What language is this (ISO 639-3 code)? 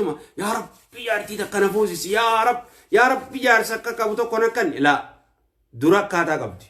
orm